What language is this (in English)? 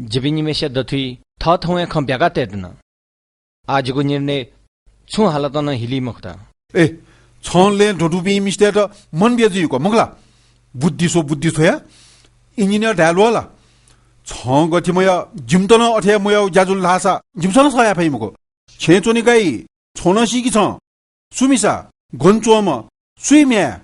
Newari